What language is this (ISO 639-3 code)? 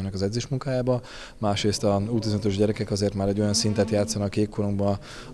hun